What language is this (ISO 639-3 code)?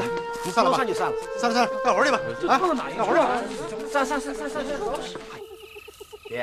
zho